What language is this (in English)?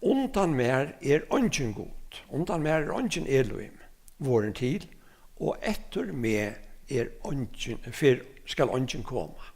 Faroese